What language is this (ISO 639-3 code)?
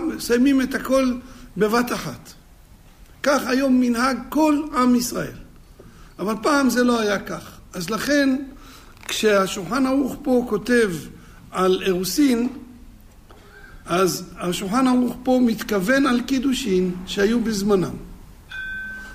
heb